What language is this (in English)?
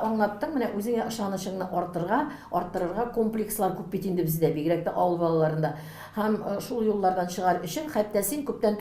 Tatar